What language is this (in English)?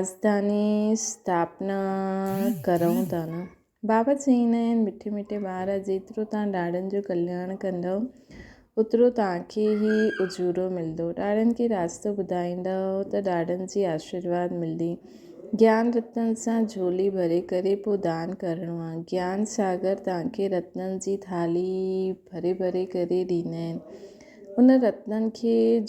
Sindhi